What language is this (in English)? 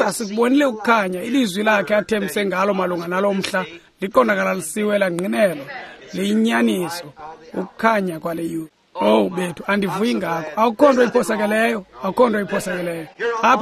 Xhosa